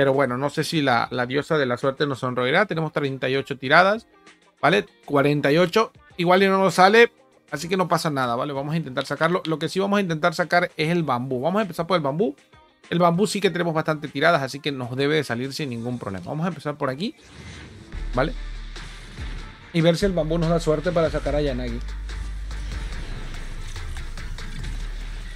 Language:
Spanish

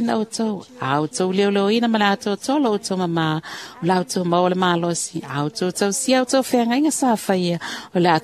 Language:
Samoan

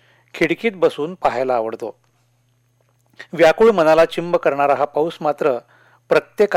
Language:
Marathi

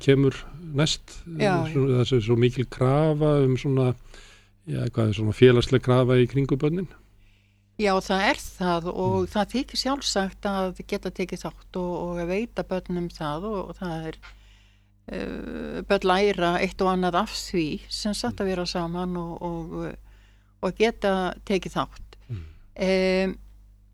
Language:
Icelandic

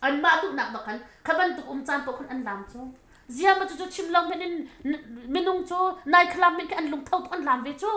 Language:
Hakha Chin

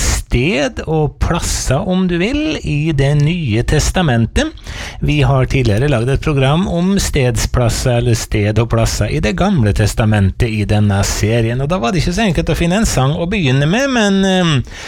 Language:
Norwegian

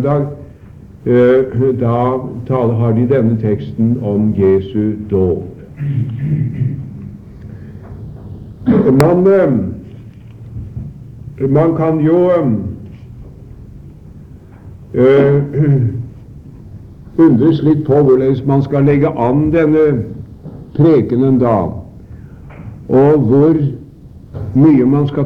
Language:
Norwegian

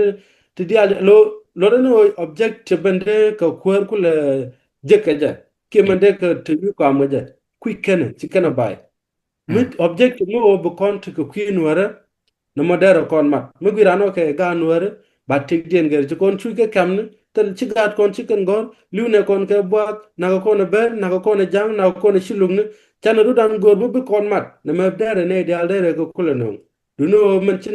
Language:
Nuer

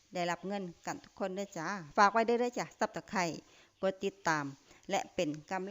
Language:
Lao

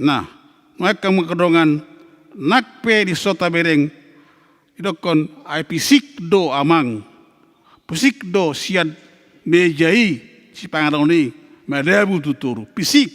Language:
Batak Toba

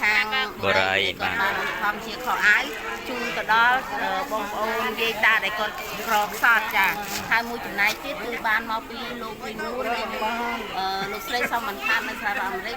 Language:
Khmer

